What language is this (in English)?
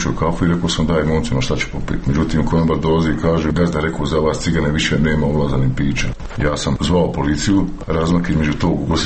Serbian